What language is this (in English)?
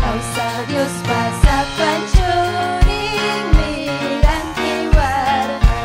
Ayacucho Quechua